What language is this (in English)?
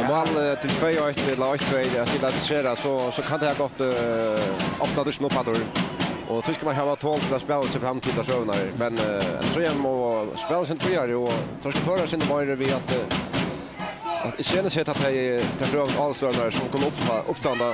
Faroese